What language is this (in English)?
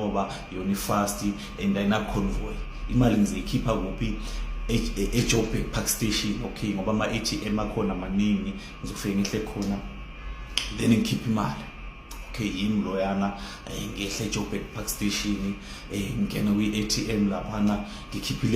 Zulu